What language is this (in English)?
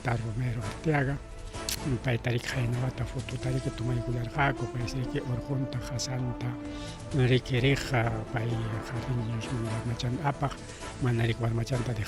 Ayacucho Quechua